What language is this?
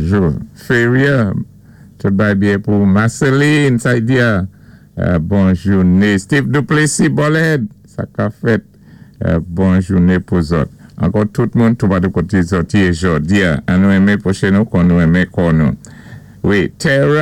Saint Lucian Creole French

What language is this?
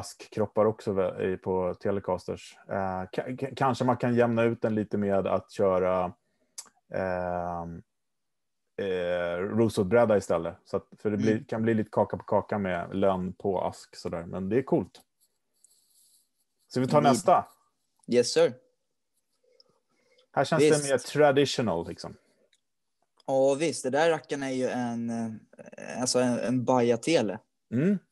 Swedish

